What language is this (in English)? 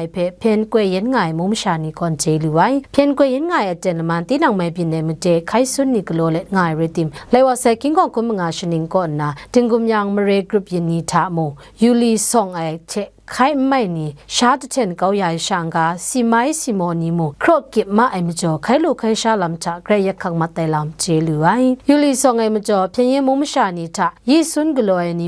Kachin